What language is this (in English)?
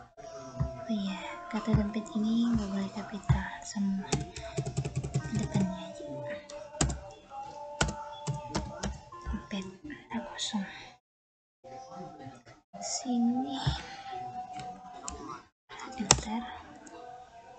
Indonesian